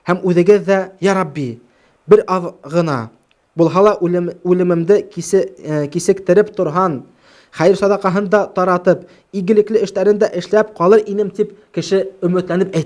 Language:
Bashkir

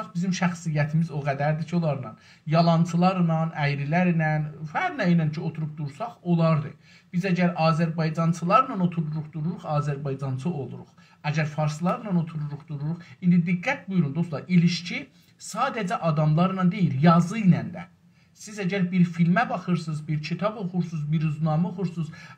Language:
South Azerbaijani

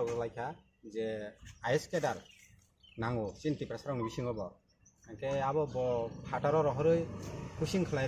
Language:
Kok Borok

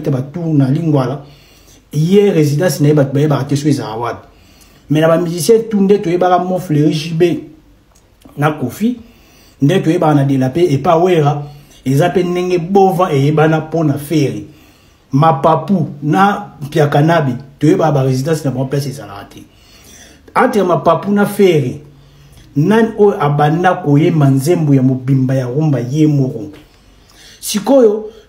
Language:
Lingala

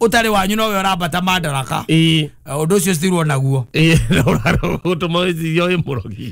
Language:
Kikuyu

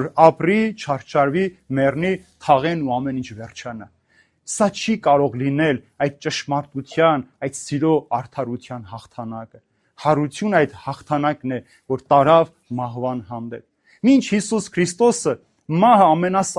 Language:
Armenian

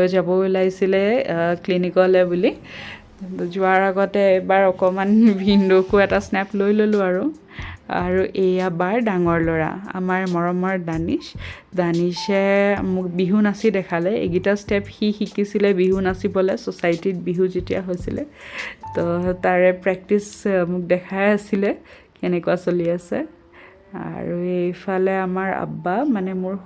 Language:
Assamese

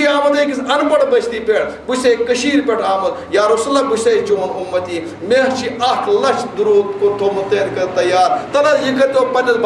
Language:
Kashmiri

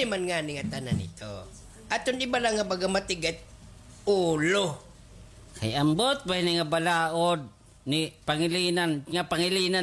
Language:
Waray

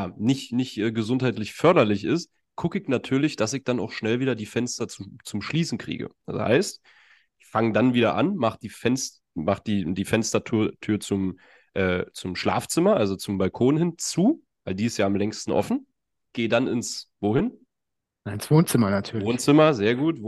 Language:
German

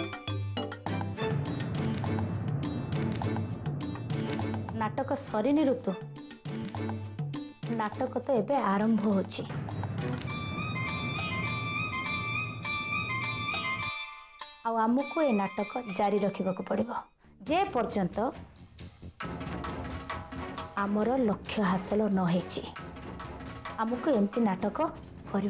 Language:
Odia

